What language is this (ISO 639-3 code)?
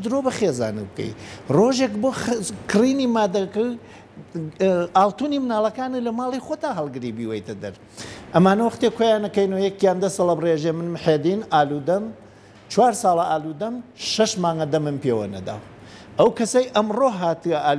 ckb